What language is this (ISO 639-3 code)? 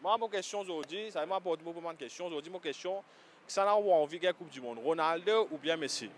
mfe